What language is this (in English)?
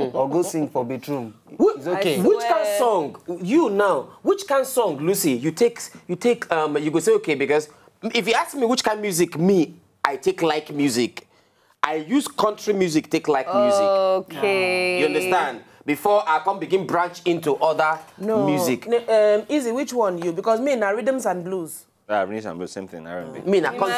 Nigerian Pidgin